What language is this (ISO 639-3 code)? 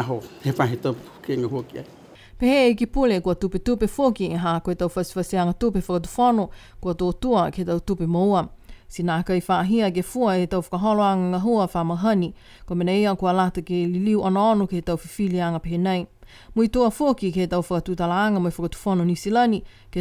niu